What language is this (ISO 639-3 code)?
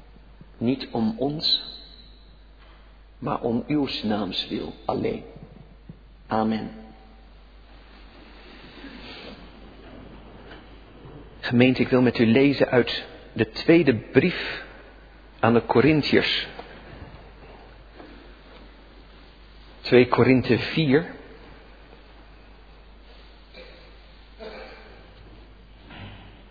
nld